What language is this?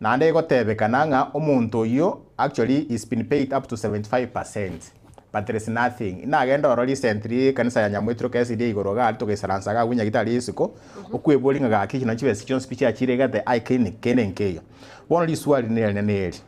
Gusii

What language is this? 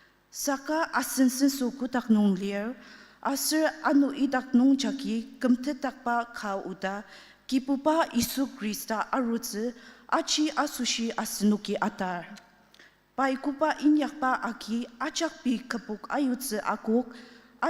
Ao Naga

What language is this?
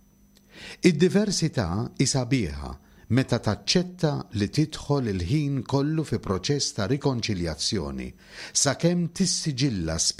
Maltese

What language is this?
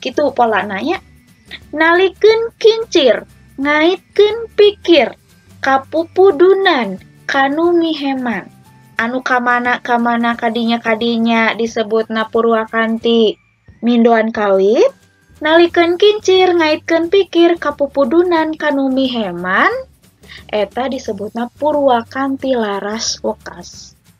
Sundanese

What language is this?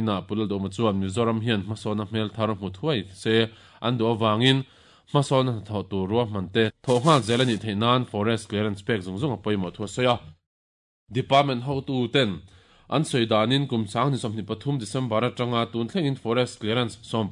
Mizo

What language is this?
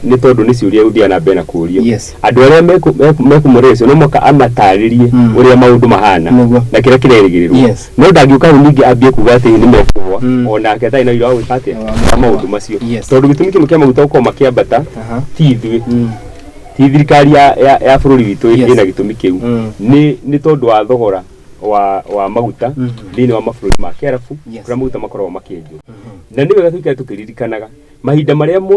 Kikuyu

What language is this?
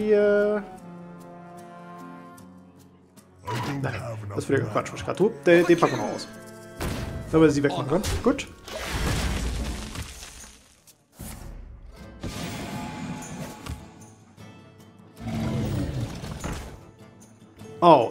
German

